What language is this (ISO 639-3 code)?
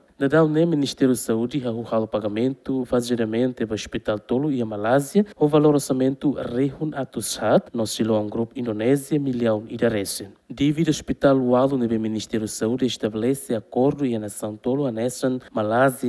tet